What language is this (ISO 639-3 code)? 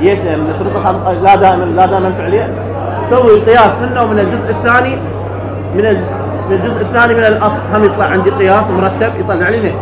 acm